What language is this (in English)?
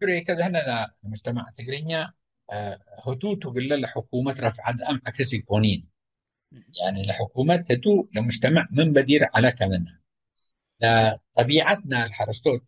Tigre